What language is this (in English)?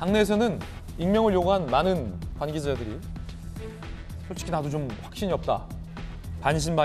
Korean